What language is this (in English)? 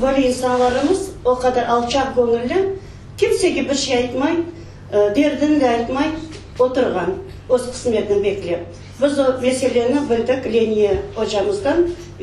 Crimean Tatar